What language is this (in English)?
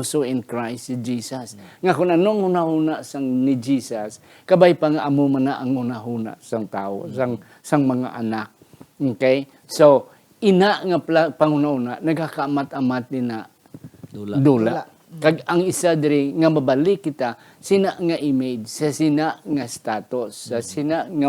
Hiligaynon